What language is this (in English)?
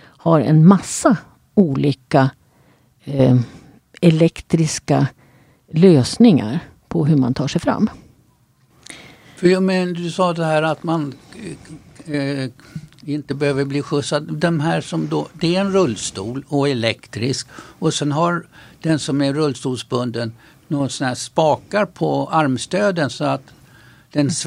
Swedish